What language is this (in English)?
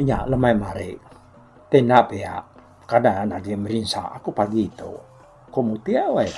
Iban